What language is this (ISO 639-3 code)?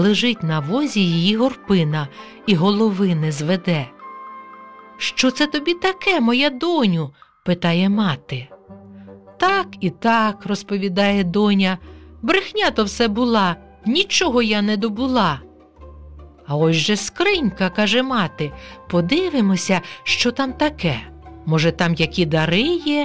ukr